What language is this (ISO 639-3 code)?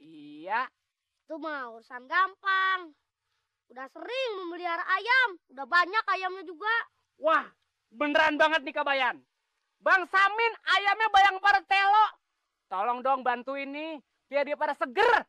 bew